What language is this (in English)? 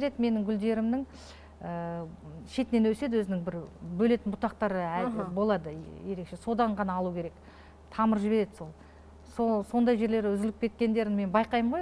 Kazakh